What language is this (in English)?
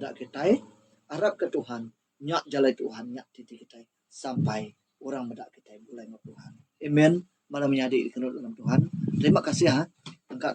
Iban